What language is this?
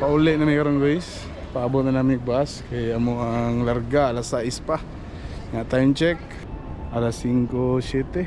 Cebuano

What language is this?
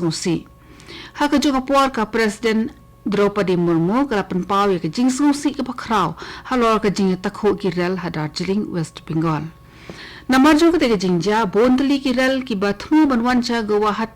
Khasi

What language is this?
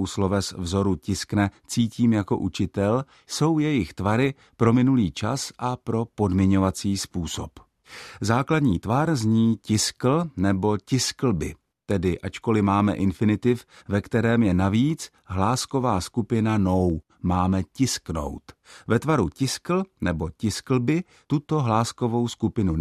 Czech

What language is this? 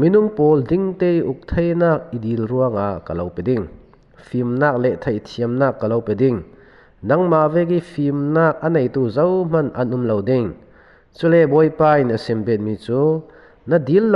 Falam Chin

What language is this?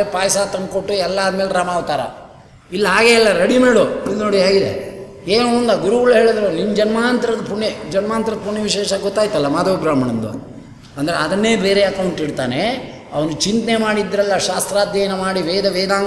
Kannada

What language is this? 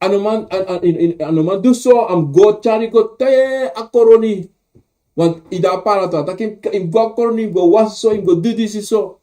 Sranan Tongo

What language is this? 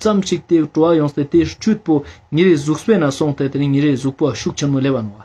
Ladakhi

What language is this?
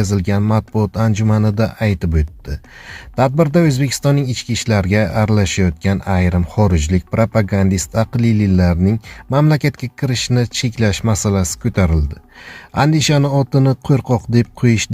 Uzbek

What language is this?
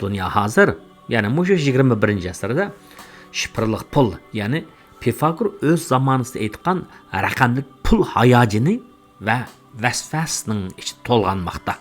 Uyghur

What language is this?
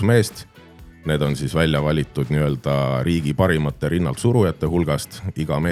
Estonian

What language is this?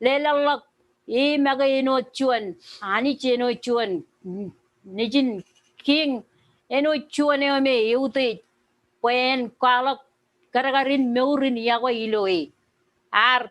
Marshallese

